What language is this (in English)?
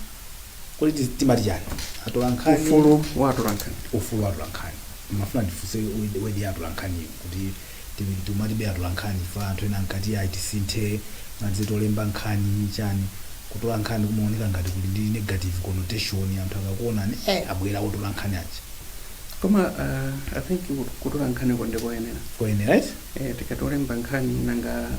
Nyanja